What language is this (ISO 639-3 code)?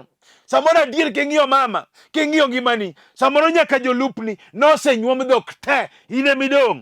luo